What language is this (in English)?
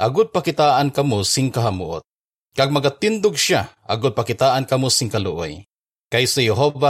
Hiligaynon